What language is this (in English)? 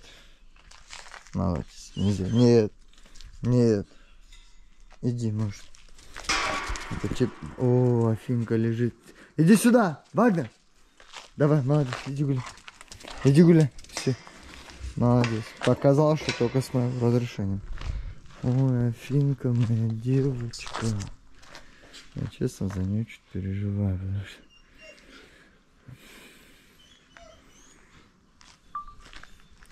Russian